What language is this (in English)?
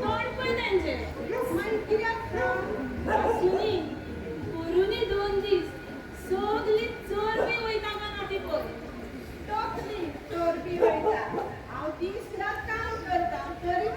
Konkani